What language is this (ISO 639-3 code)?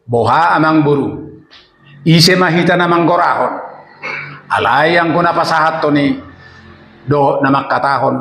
bbc